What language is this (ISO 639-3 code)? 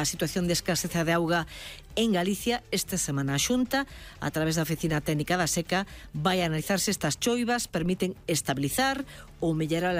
glg